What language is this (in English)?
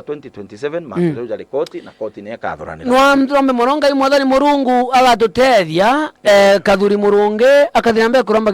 Meru